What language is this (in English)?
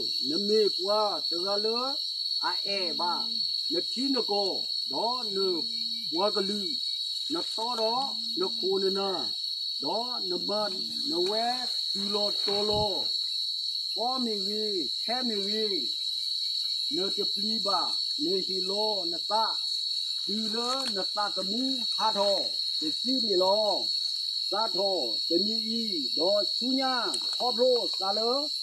S'gaw Karen